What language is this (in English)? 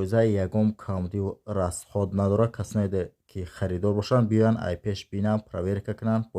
Tajik